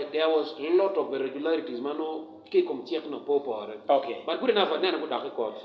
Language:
Acoli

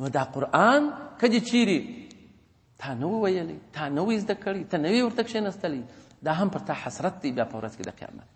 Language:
Pashto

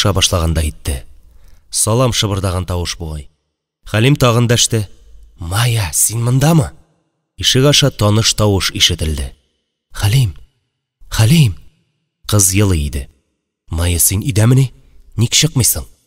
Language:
Tatar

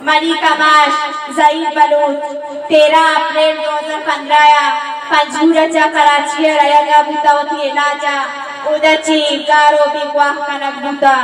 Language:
Eastern Balochi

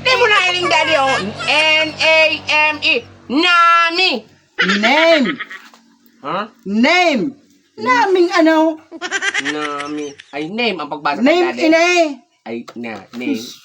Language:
Bikol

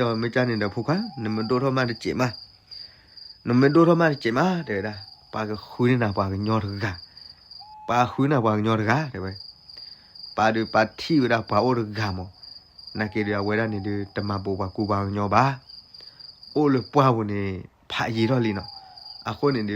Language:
S'gaw Karen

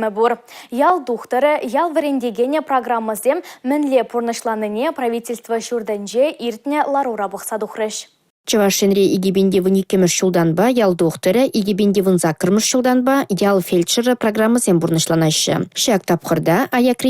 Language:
Chuvash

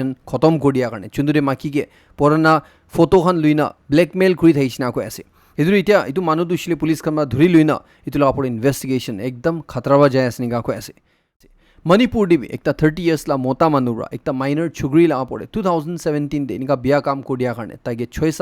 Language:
Naga Pidgin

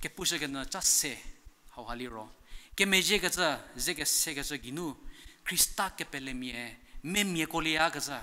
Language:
Angami Naga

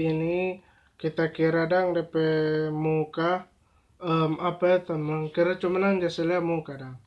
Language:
Manado Malay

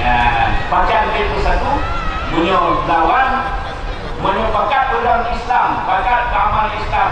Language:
Achinese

